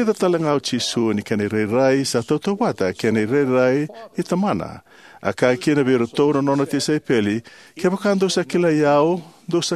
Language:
Fijian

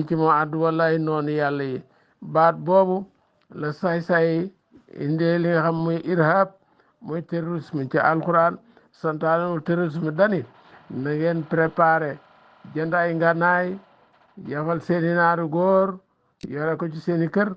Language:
Wolof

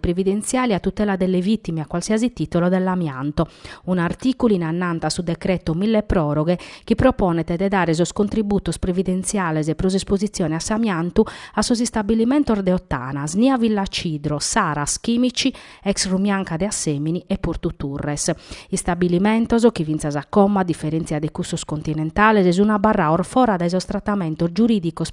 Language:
Sardinian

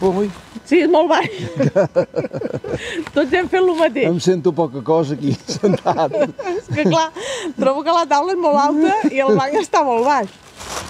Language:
Catalan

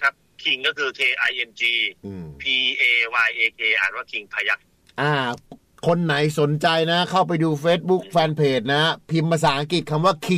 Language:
Thai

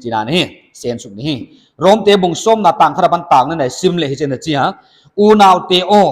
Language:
Paite Chin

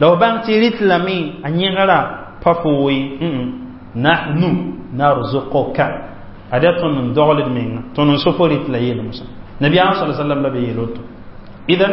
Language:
Mossi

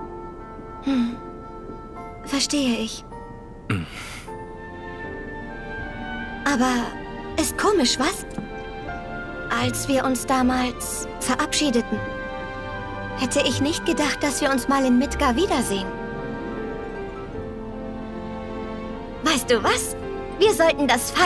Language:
German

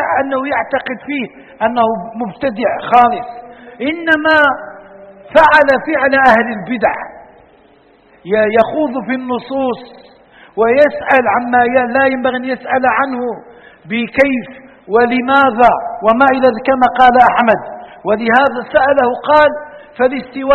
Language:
Arabic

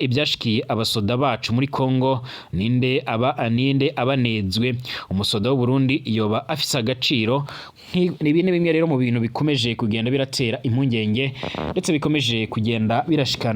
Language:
Rundi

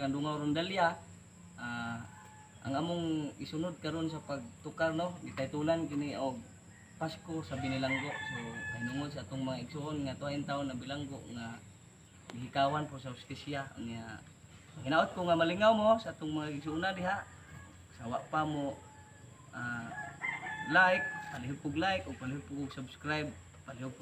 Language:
Cebuano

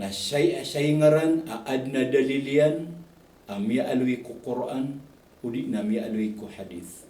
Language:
Maranao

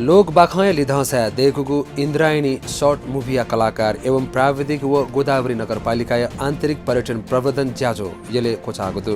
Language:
Newari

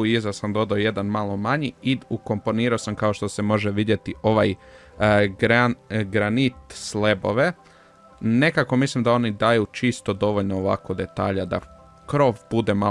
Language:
Croatian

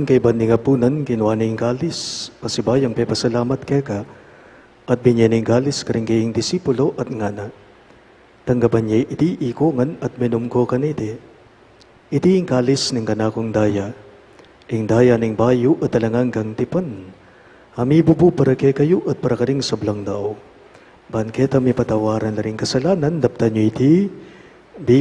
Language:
Pampanga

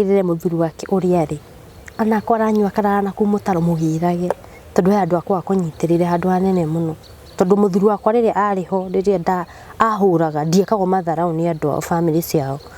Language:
Kikuyu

